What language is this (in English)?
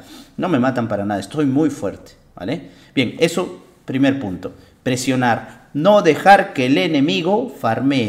Spanish